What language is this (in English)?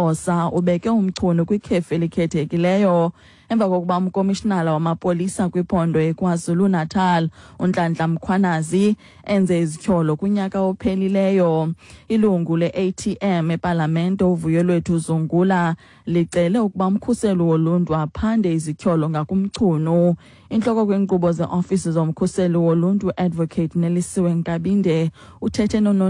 Xhosa